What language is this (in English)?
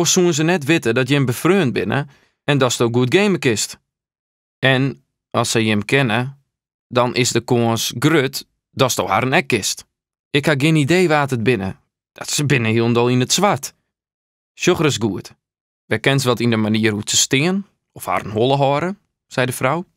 Western Frisian